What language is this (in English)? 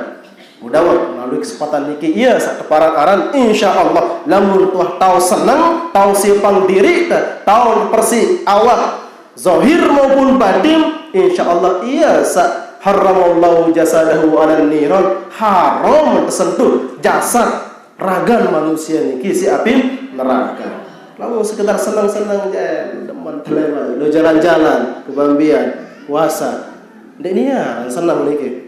Sasak